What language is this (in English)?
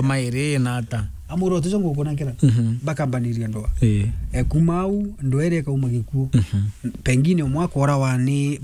Meru